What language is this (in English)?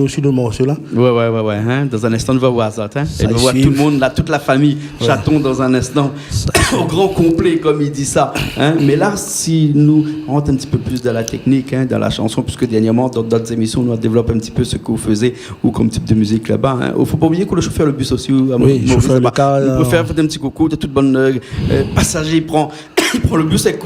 Réunion Creole French